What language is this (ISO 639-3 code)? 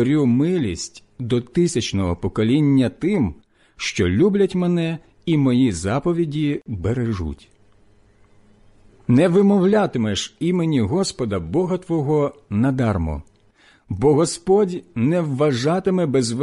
ukr